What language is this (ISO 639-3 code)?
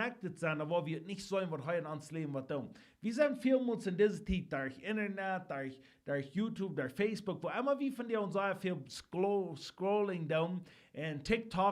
pdt